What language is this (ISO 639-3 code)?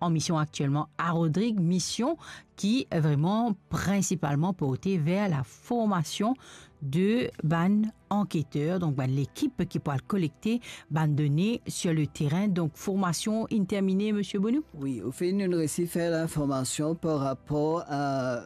mfe